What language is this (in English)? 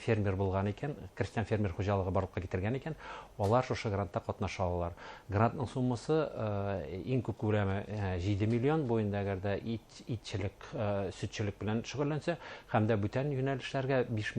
Bashkir